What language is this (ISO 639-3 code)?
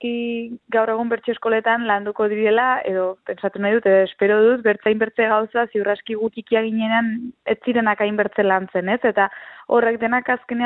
eus